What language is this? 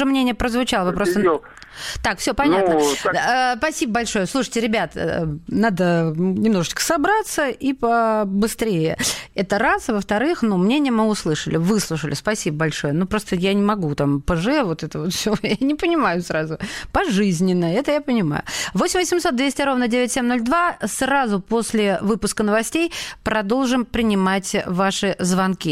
Russian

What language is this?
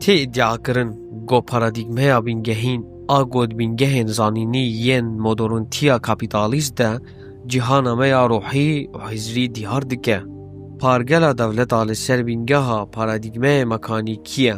Kurdish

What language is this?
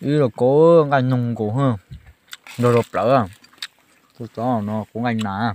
Hmong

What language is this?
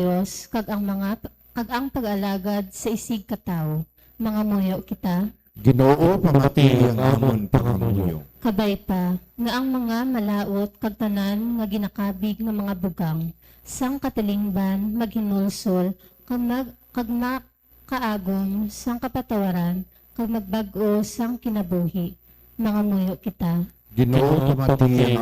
Hiligaynon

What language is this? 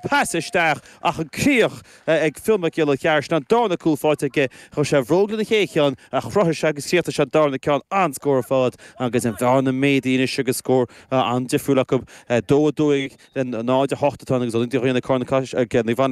Irish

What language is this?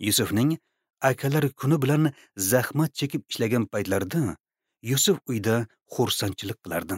Uzbek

